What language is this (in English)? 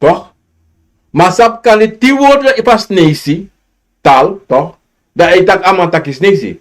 Sranan Tongo